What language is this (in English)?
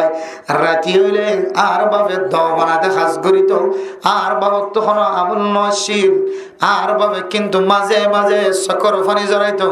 Rohingya